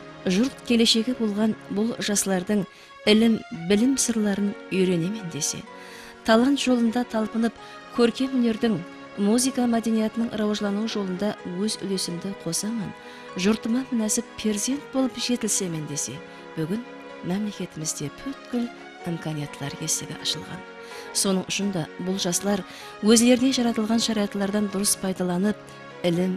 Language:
Kara-Kalpak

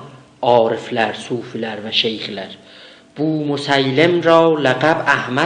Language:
South Azerbaijani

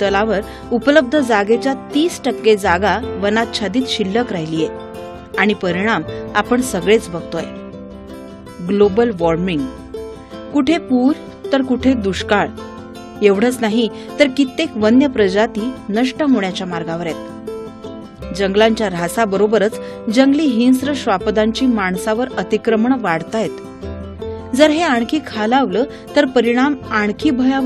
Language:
Marathi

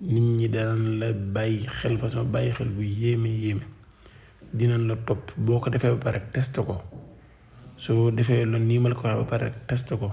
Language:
Wolof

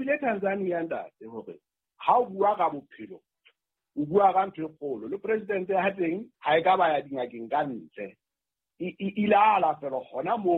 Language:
Southern Sotho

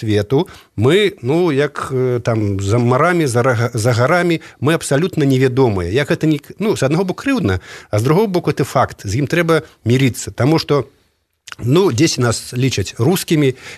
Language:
Belarusian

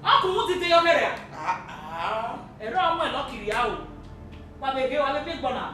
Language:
Bini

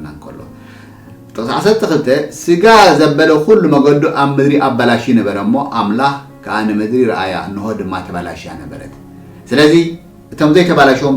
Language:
Tigrinya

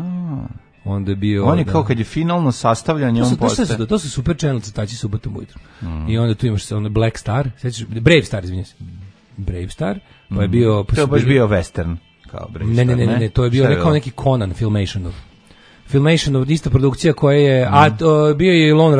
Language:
Serbian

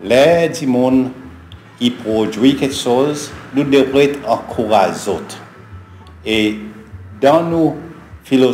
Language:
Seselwa Creole French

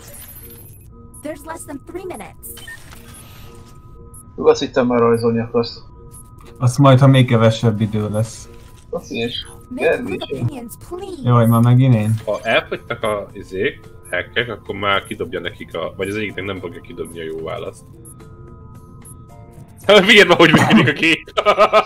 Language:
Hungarian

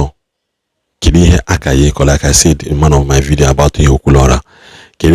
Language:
Igbo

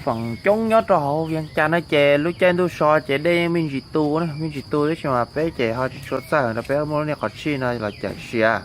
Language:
Hmong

